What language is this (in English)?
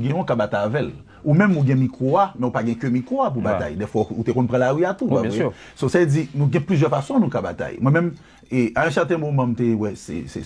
Haitian Creole